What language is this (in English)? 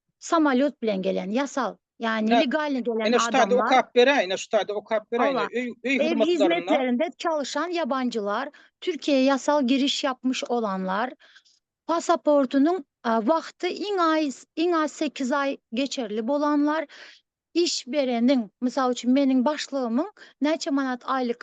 Turkmen